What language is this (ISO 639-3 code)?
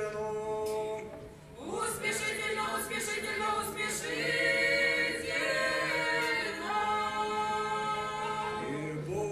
ukr